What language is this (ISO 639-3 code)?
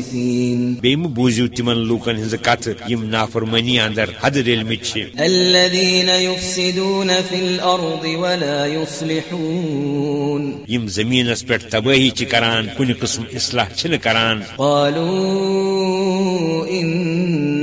kas